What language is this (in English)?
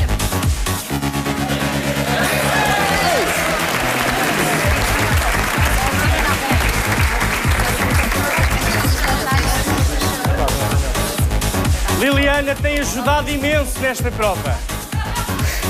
Portuguese